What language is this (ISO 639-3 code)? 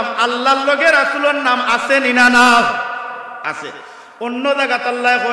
syl